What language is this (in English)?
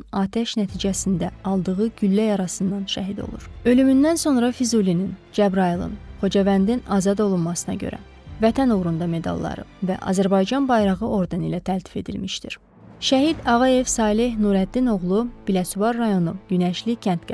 Azerbaijani